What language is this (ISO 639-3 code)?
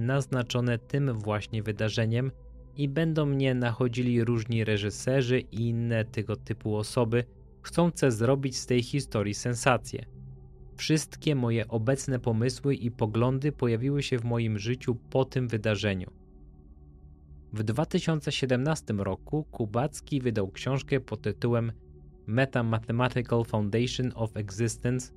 pol